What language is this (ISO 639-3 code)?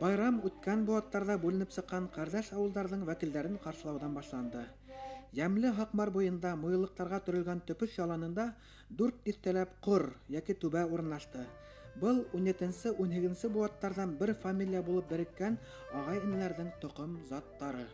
bak